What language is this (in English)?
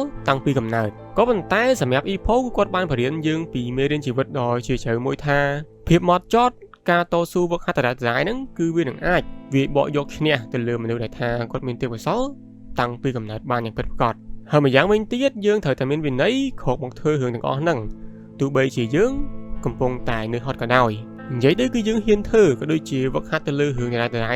Khmer